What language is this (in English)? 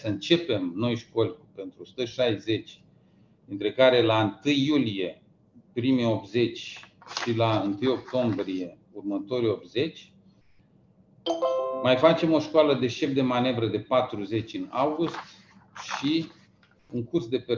Romanian